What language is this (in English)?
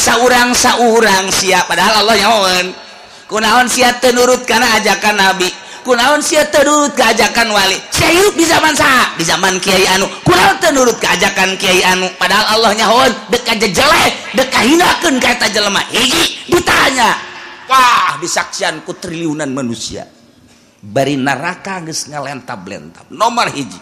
Sundanese